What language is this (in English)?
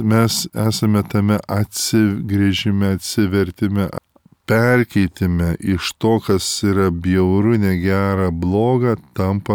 Lithuanian